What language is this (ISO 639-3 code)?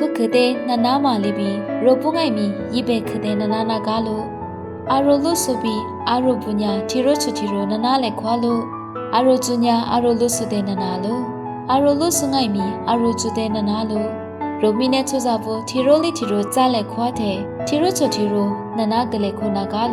lis